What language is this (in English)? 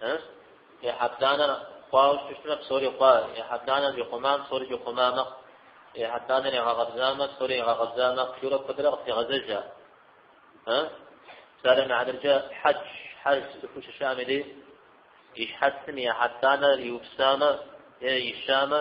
Kabardian